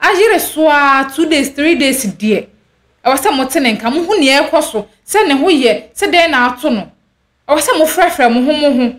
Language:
Akan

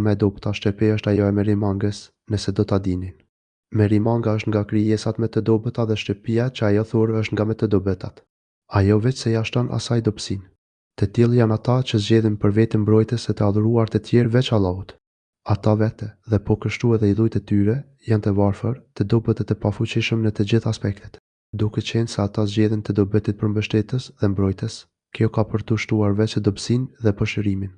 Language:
Albanian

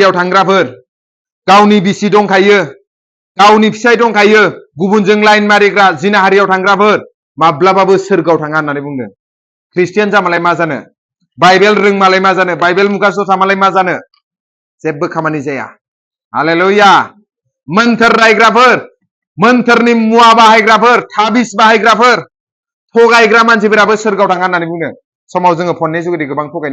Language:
Bodo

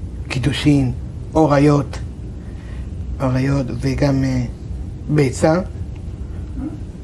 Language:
Hebrew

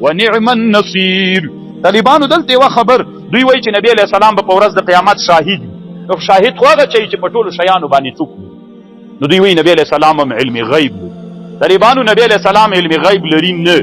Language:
Pashto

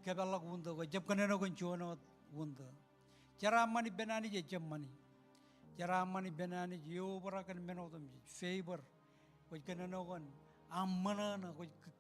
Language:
Marshallese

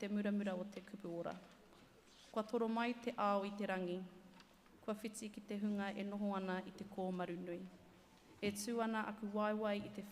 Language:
Māori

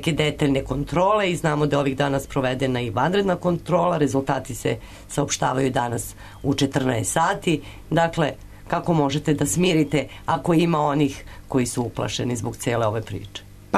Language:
Serbian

